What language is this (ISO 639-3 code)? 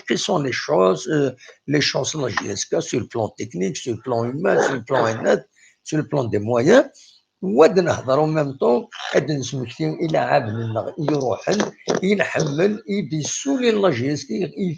kab